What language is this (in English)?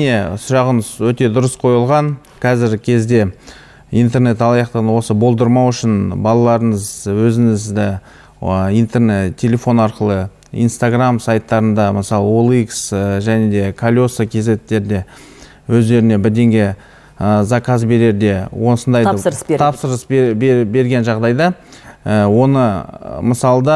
Kazakh